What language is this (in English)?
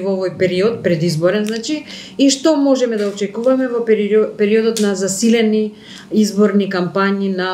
Macedonian